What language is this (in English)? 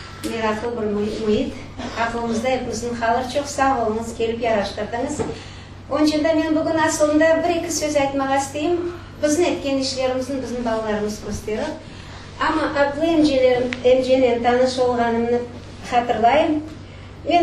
Crimean Tatar